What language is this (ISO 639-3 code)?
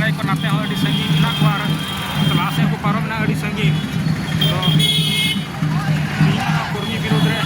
sat